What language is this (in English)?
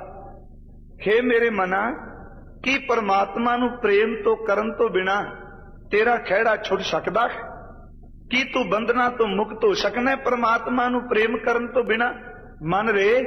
Punjabi